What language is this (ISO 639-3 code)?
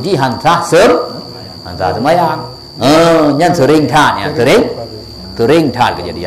ace